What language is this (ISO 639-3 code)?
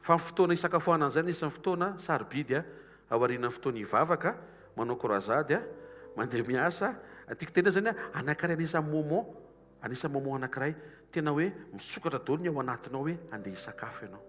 mlg